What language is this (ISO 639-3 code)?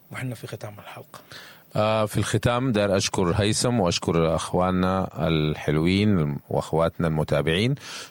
apd